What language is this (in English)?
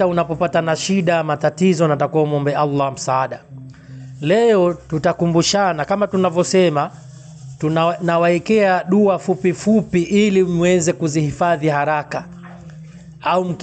Swahili